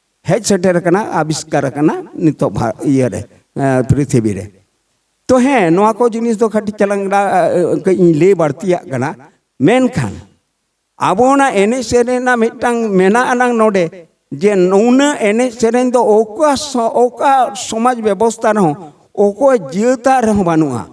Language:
Santali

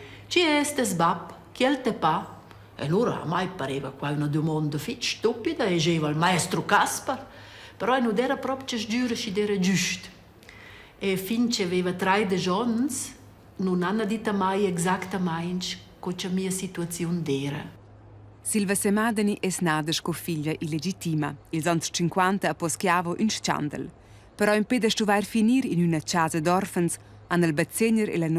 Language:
Romansh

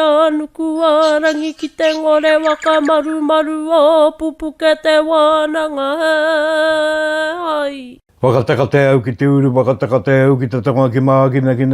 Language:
Māori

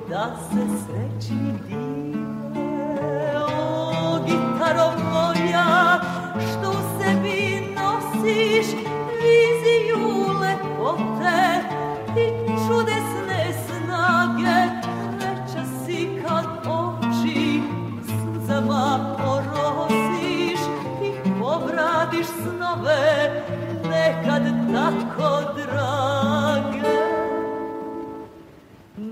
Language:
Serbian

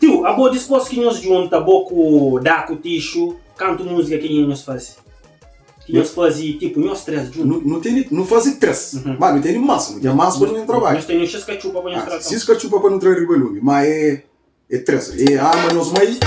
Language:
Kabuverdianu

